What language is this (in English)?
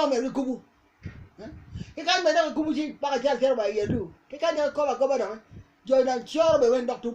Acoli